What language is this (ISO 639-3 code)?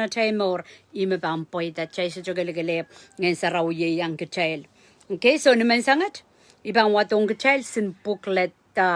pon